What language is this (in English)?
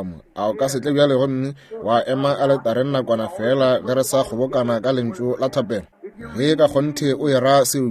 Northern Sotho